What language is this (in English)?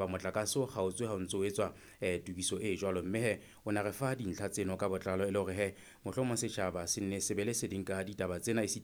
Southern Sotho